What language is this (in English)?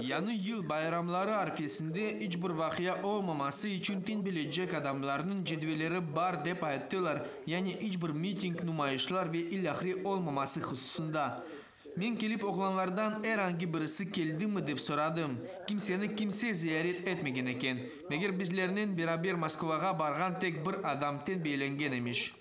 Crimean Tatar